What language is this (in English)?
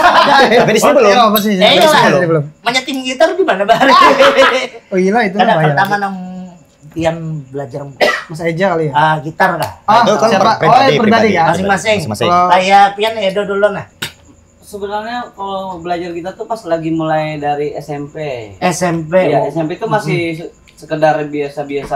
Banjar